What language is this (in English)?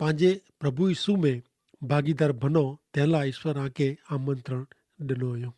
Kachhi